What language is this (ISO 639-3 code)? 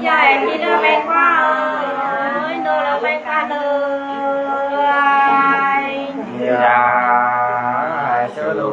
nut